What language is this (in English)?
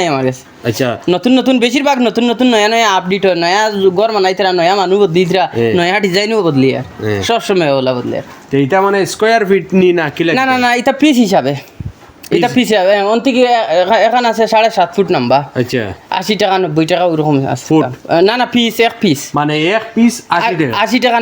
Sylheti